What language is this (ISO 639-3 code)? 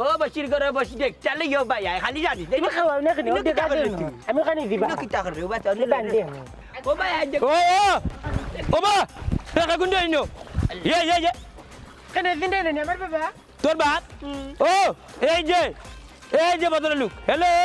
syl